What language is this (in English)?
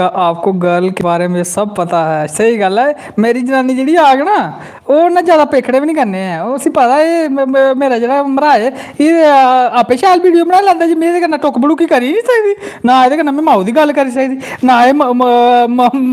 Dogri